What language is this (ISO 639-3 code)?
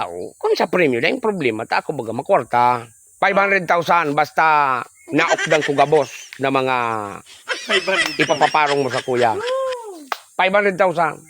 bik